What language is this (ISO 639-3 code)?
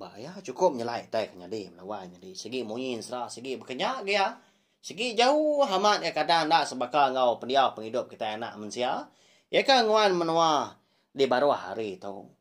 iba